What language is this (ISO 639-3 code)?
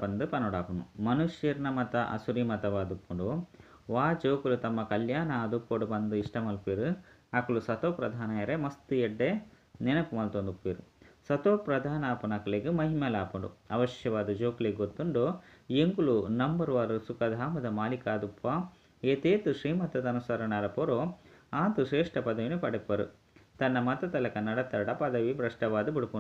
tcy